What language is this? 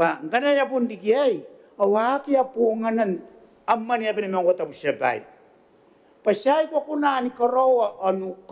Gilbertese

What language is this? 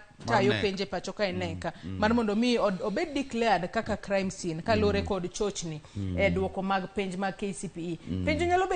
Luo (Kenya and Tanzania)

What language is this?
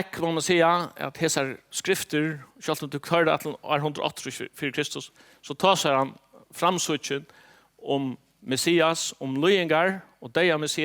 Faroese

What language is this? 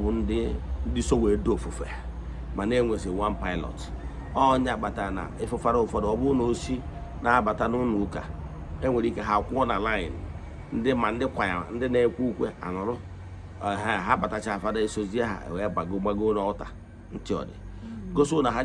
Igbo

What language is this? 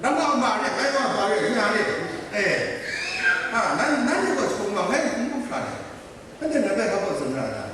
Kachin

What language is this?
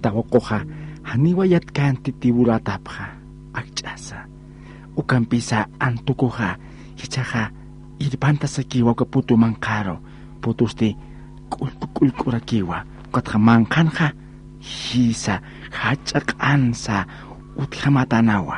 Aymara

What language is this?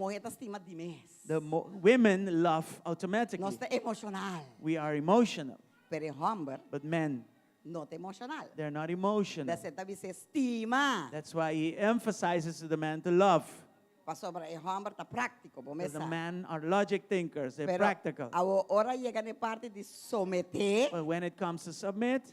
Papiamento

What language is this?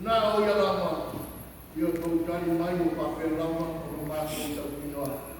Samoan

